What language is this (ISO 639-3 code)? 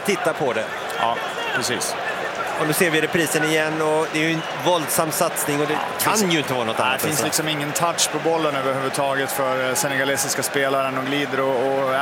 swe